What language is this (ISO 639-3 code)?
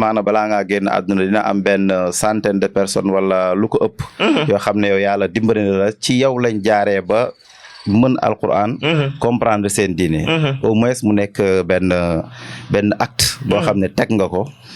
wol